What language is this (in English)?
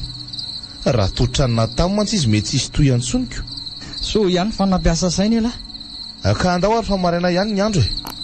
Malagasy